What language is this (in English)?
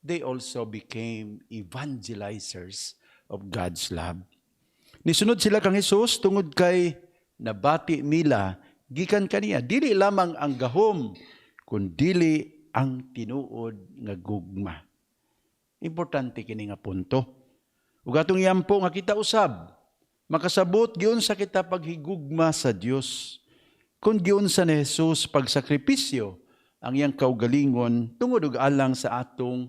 Cebuano